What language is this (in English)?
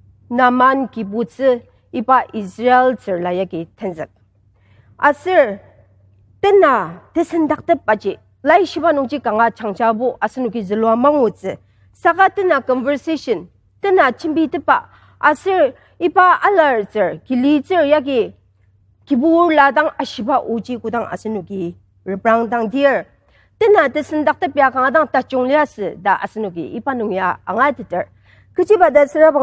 Ao Naga